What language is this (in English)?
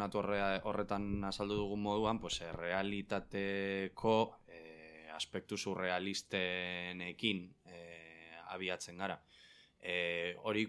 Basque